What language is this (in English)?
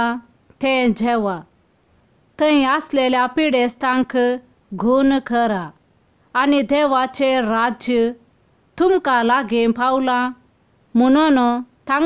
Konkani